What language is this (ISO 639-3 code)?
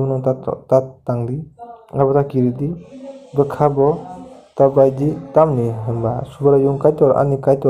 trp